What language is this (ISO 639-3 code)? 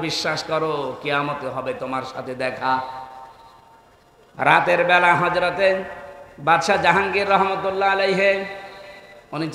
ben